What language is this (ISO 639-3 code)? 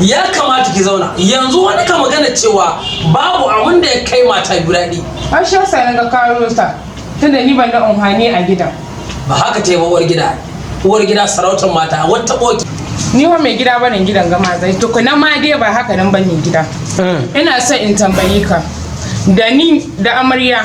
hau